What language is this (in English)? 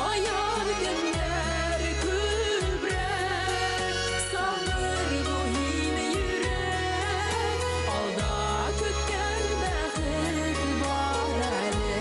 Bashkir